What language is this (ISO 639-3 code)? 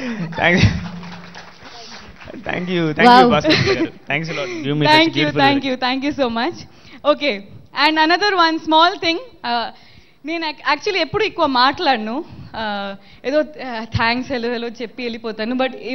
tel